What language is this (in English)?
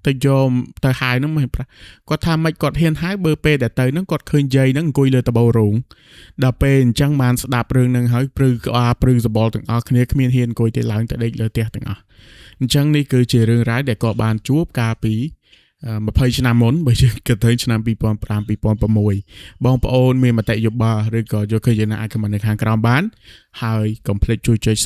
Khmer